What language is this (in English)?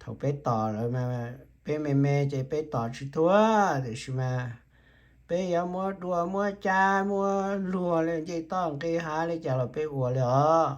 Hmong